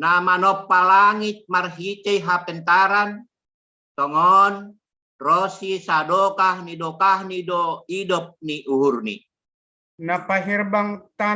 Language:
Batak Simalungun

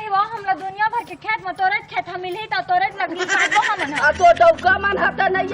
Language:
Chhattisgarhi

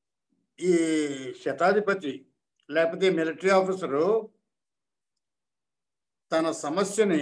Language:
Telugu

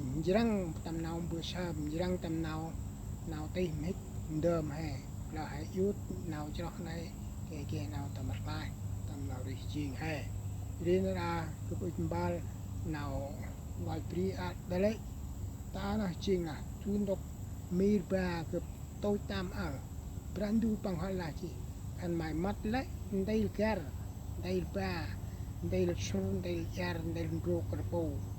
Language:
Central Mnong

